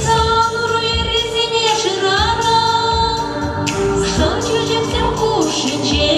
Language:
Chuvash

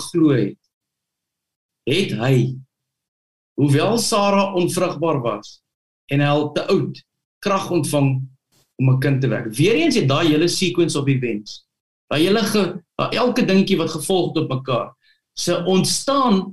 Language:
Afrikaans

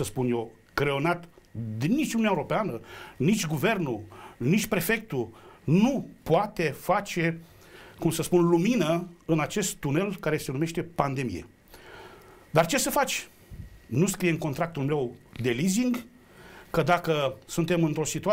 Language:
Romanian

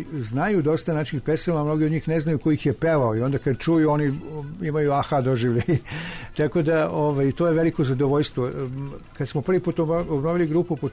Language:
Serbian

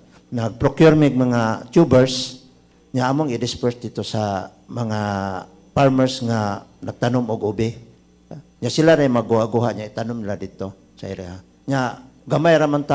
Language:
Cebuano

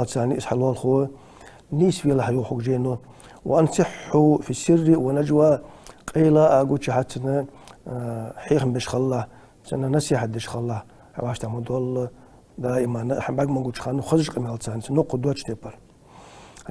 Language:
Ingush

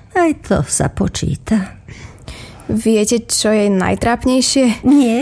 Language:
Slovak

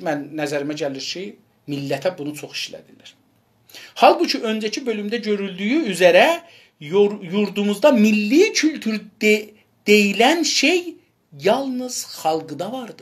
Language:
South Azerbaijani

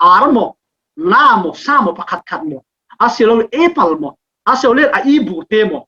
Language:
Falam Chin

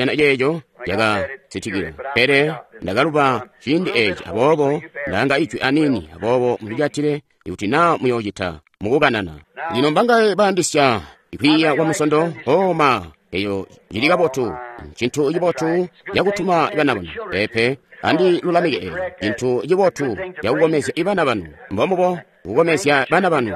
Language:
Tonga (Zambia)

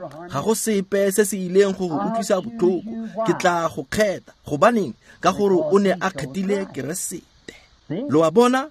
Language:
Tswana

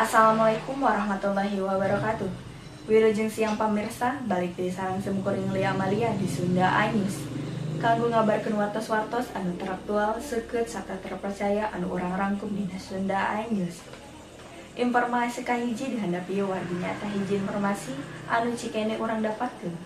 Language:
Sundanese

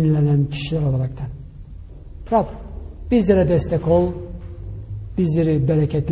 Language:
Turkish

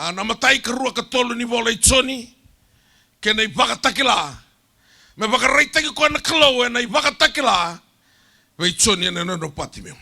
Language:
Fijian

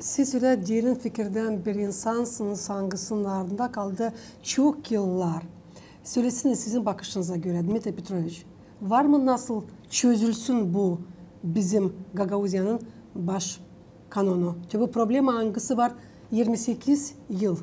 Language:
Gagauz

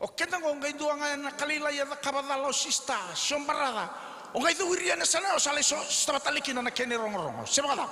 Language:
Fijian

